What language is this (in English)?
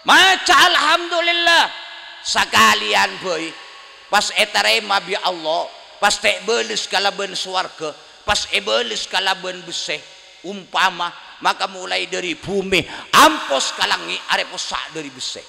Madurese